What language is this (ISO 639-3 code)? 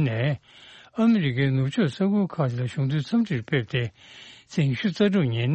bod